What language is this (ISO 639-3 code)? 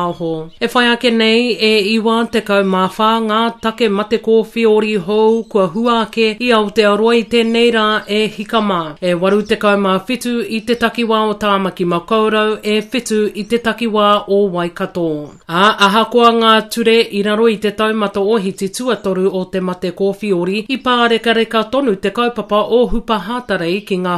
mri